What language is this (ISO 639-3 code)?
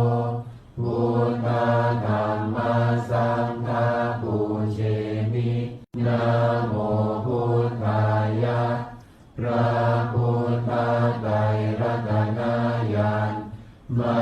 pli